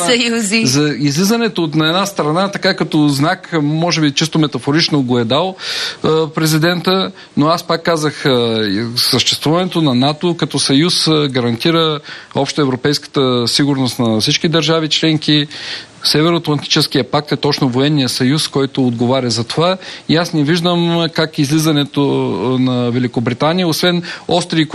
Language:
Bulgarian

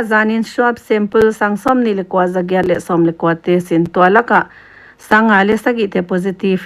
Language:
Paite Chin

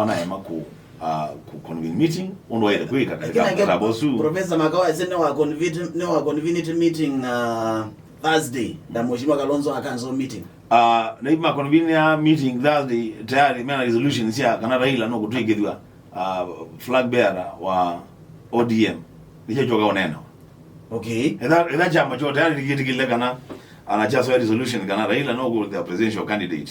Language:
Kamba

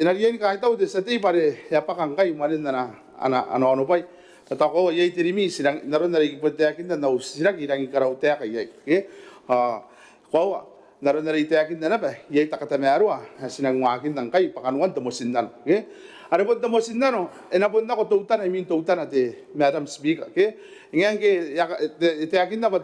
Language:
Gilbertese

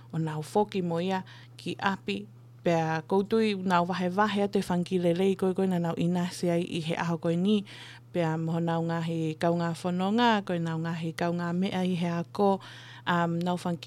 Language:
Tongan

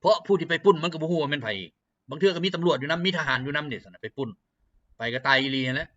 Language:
Lao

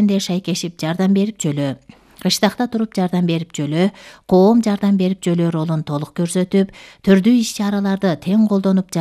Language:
Kyrgyz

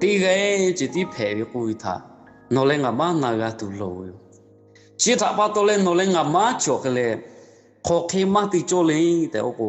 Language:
Lahu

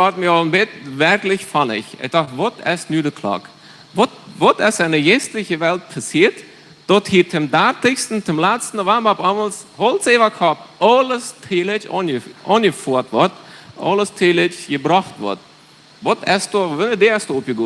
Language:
Plautdietsch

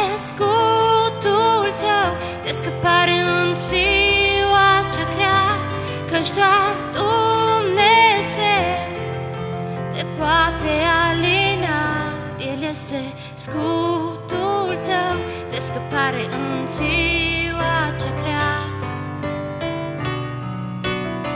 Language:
Romanian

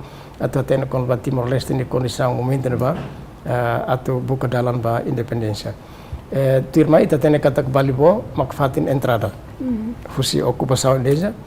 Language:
Tetum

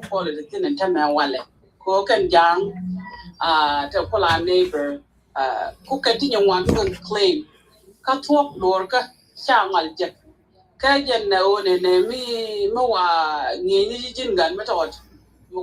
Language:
Nuer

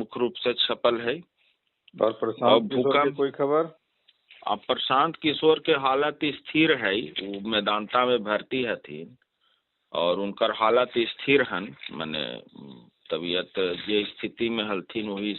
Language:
Magahi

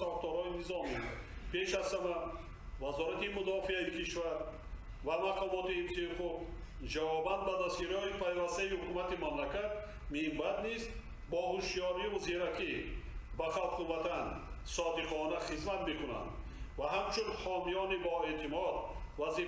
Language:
Tajik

